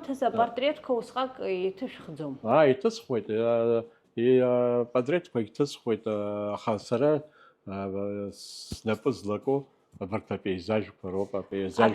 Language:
Abkhazian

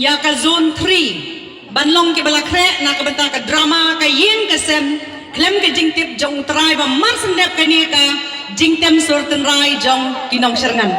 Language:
Khasi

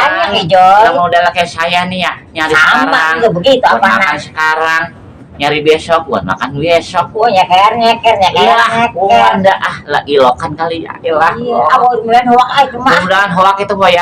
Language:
Betawi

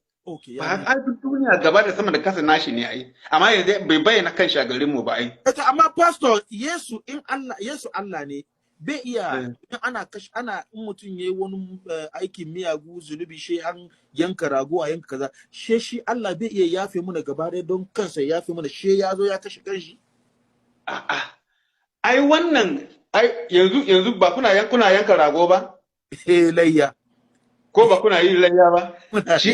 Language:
Hausa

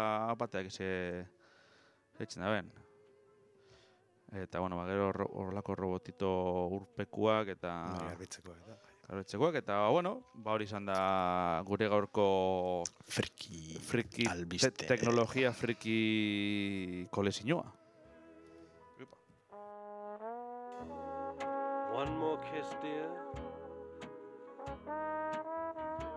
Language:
Basque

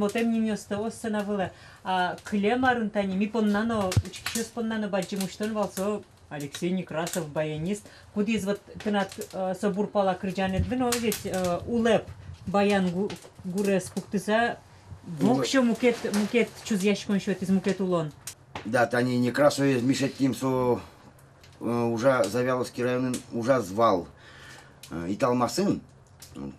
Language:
Udmurt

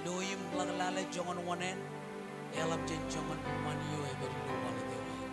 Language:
Marshallese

